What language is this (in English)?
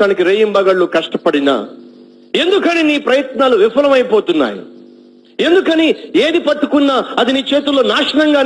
Telugu